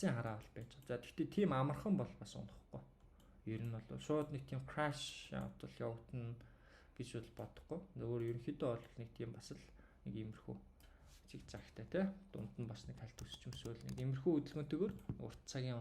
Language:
Mongolian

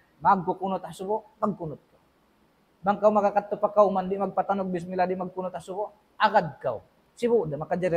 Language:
Tausug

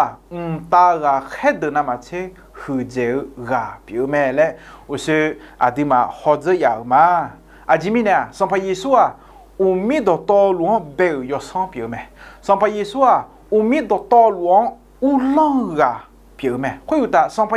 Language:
Akha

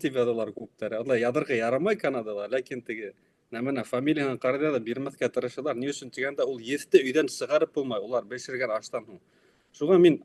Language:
Bashkir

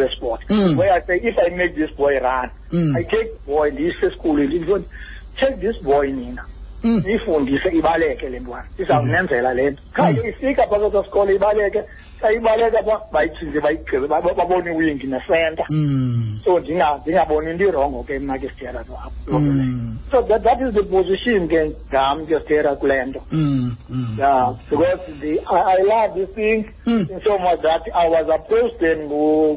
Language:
Xhosa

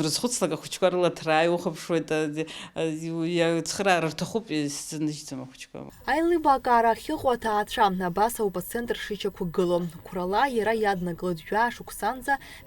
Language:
Abkhazian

